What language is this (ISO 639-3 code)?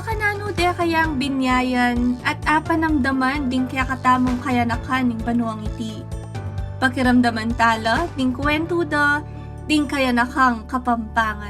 pam